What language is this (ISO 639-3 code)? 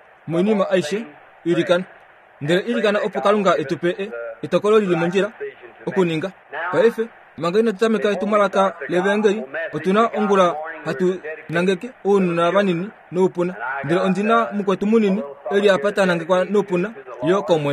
kua